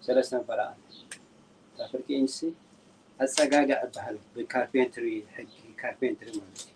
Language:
Tigrinya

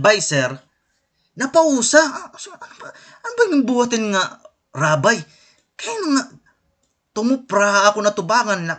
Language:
Waray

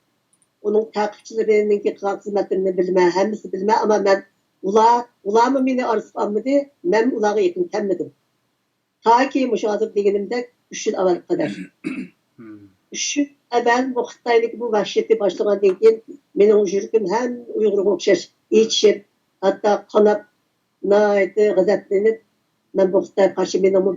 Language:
Uyghur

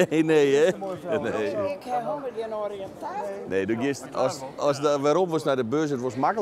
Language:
Western Frisian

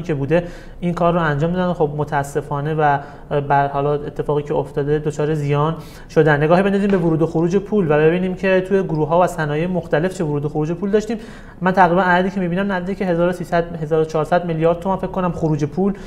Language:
Persian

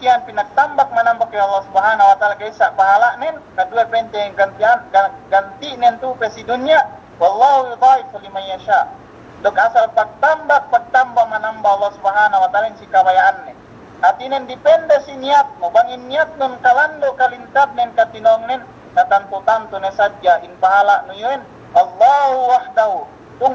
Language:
Yakan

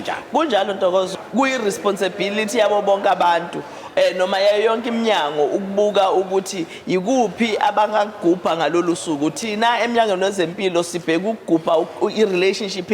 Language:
Zulu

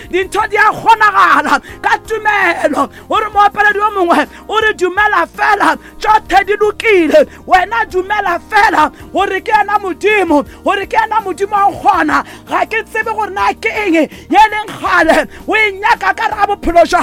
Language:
Northern Sotho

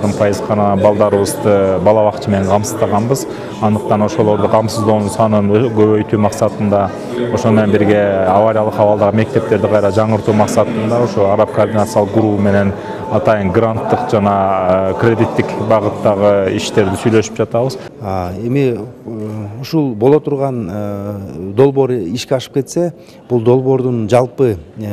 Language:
Kyrgyz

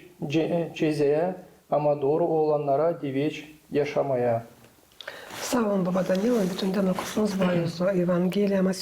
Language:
Gagauz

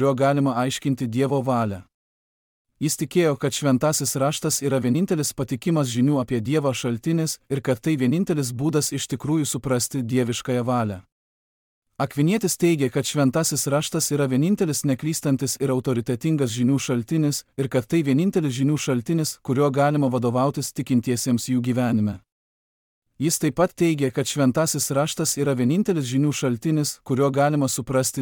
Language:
Lithuanian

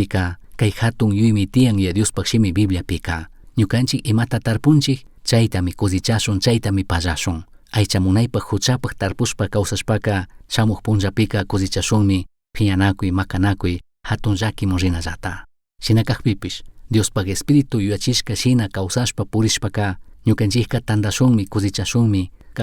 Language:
Chimborazo Highland Quichua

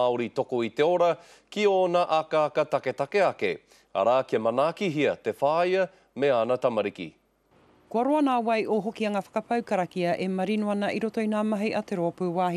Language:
Māori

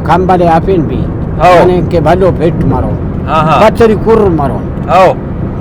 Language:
Brahui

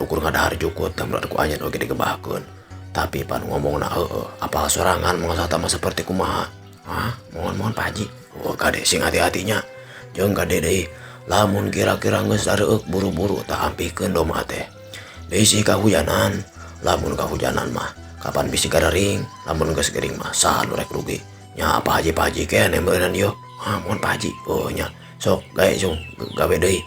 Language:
Sundanese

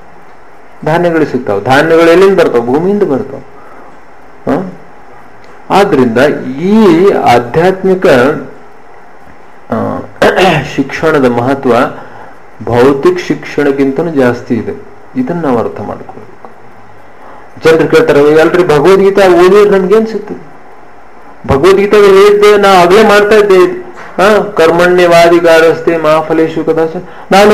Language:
Kannada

